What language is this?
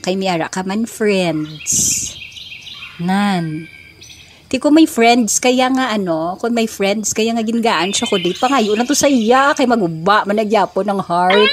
Hiligaynon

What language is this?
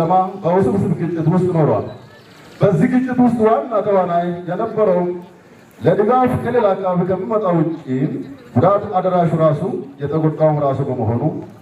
Amharic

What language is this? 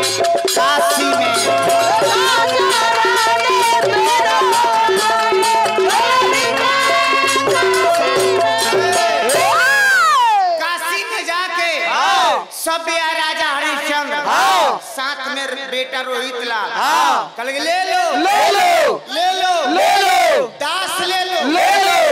Bhojpuri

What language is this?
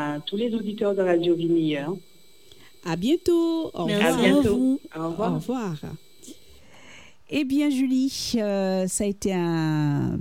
French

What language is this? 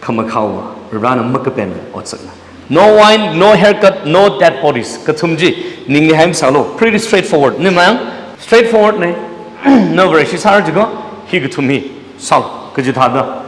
Tangkhul Naga (India)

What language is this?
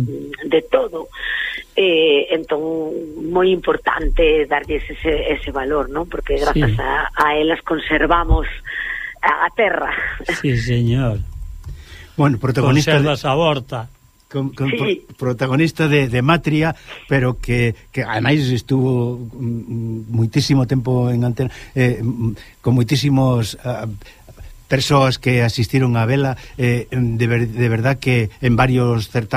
Galician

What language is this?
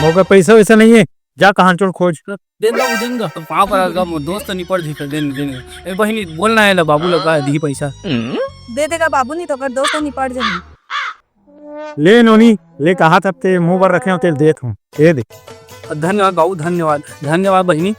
Chhattisgarhi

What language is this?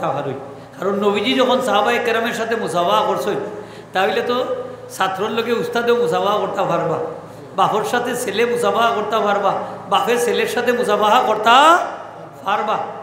Sylheti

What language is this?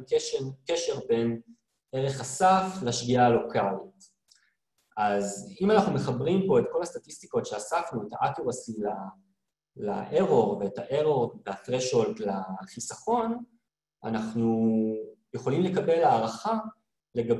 Hebrew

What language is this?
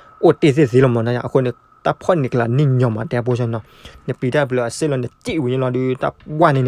S'gaw Karen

